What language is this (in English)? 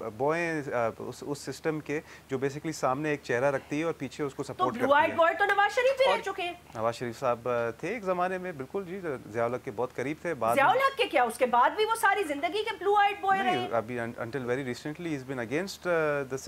Urdu